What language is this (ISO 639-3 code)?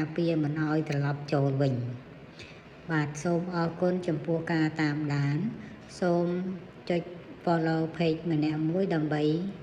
khm